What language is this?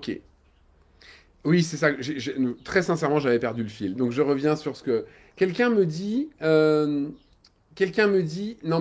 French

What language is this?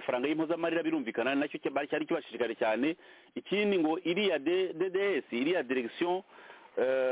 Kinyarwanda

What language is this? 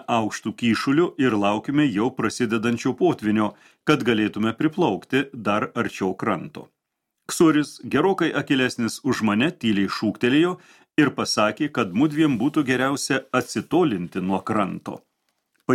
Lithuanian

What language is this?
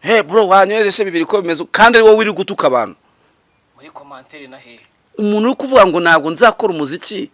Kinyarwanda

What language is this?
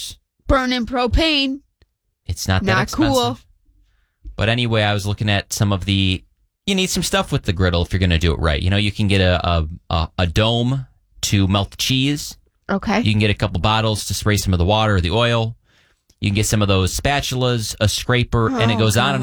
English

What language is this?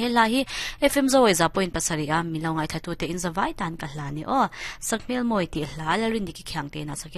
Mizo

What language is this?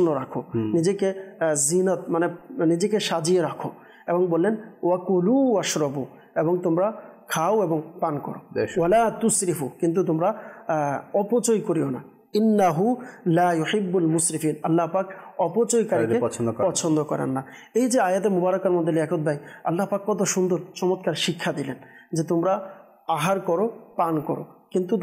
Bangla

